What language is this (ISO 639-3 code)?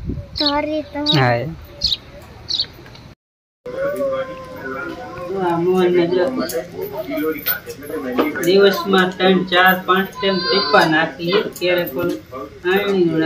guj